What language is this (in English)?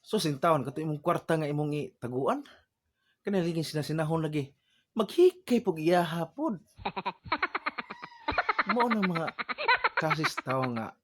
Cebuano